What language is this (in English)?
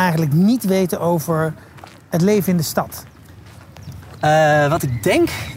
Dutch